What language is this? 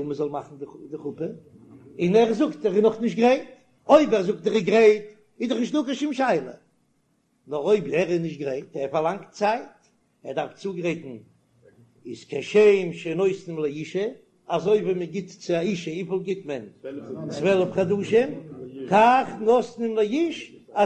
Yiddish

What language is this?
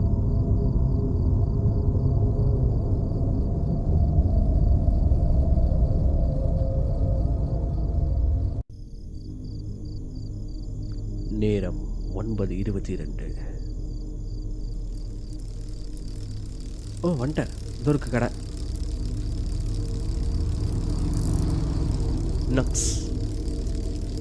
Tamil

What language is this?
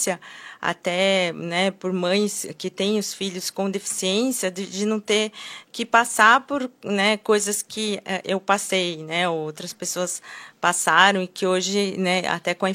Portuguese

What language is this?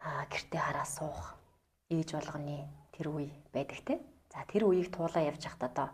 Mongolian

